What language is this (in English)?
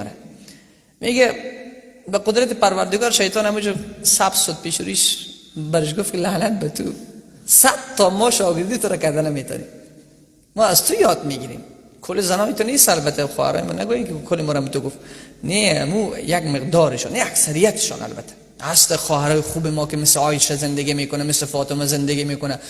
Persian